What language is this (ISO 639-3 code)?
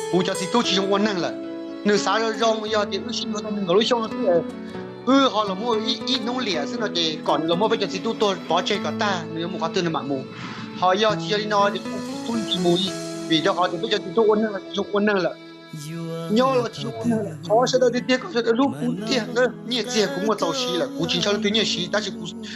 hmn